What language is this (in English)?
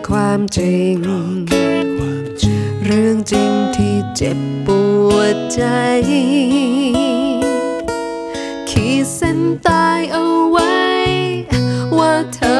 Thai